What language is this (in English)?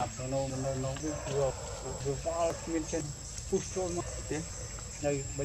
Khmer